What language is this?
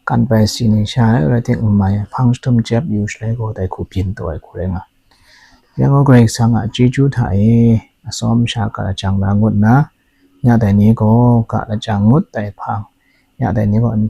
Kachin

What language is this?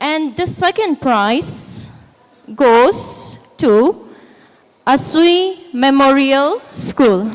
Tangkhul Naga (India)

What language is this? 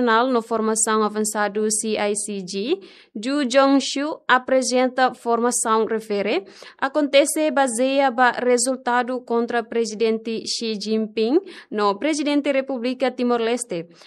Tetum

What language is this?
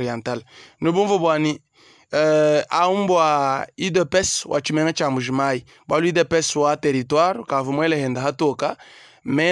Luba-Lulua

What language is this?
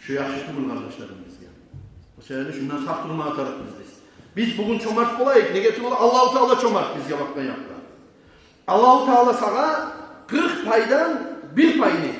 Kumyk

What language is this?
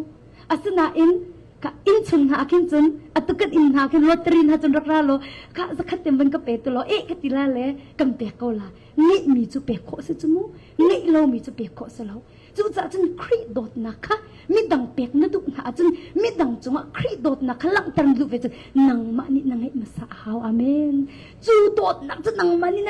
Hakha Chin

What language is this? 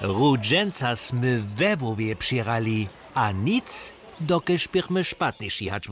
Upper Sorbian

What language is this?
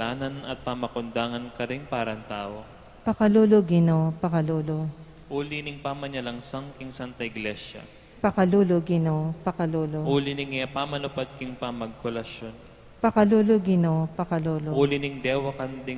Pampanga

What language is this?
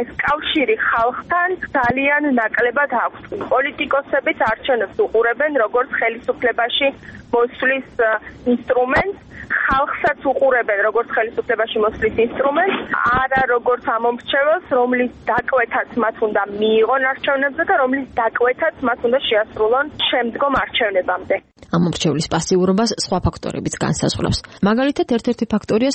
Georgian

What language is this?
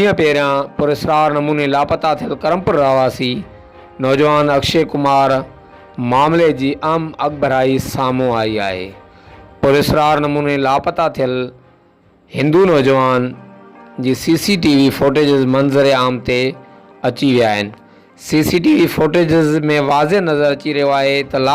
Sindhi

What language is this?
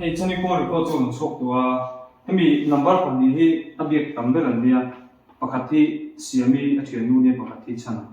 Mizo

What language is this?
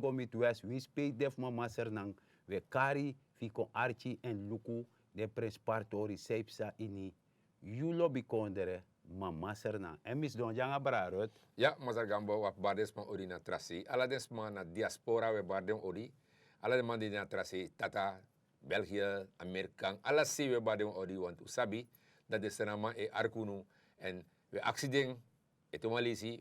Sranan Tongo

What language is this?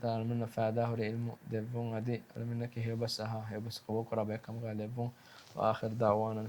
Divehi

